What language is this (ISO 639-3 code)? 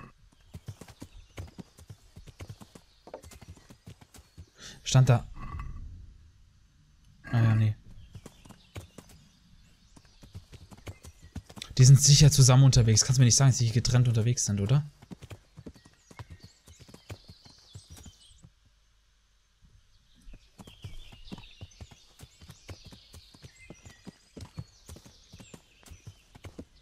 deu